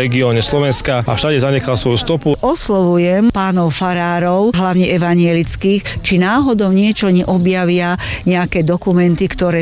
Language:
Slovak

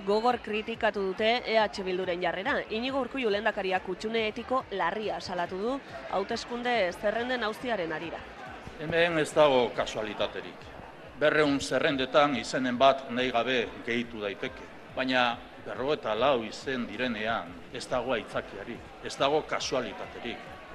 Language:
Basque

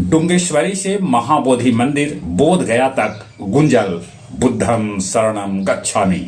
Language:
Magahi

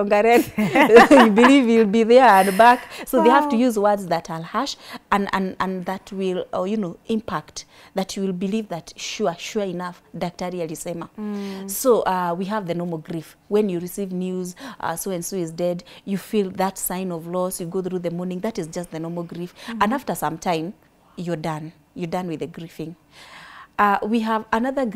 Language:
English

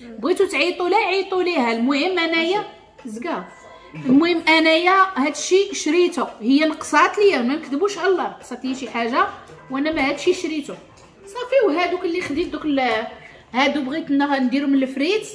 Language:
Moroccan Arabic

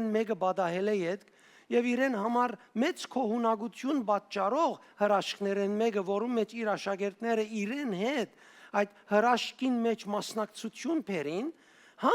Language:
Western Armenian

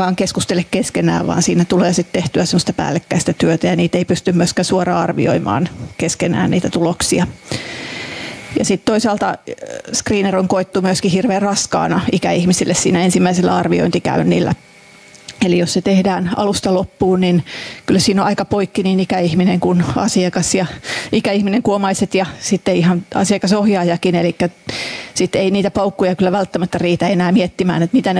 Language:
Finnish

